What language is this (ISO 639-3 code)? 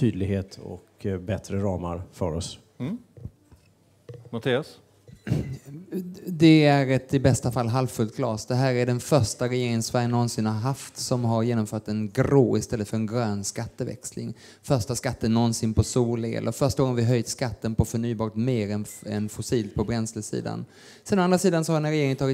swe